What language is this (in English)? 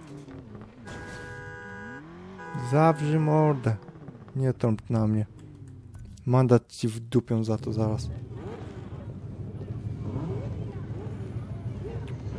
Polish